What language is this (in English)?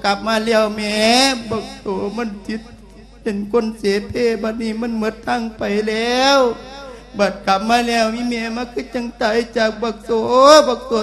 Lao